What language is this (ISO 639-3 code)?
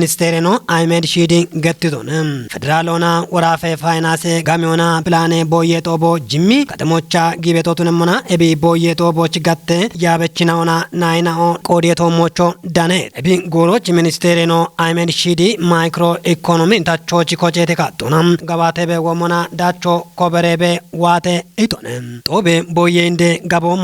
kbr